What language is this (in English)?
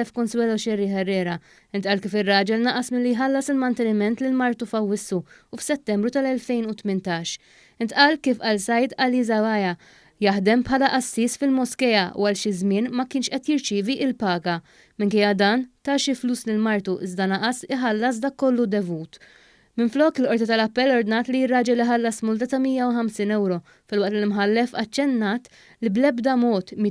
Maltese